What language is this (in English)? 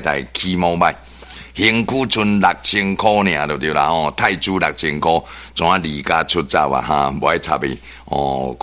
Min Nan Chinese